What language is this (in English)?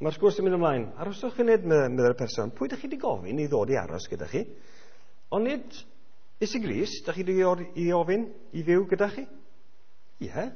Welsh